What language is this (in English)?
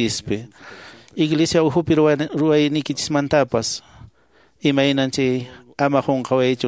Quechua